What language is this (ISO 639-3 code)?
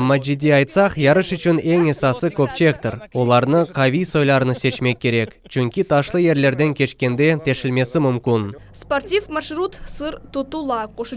crh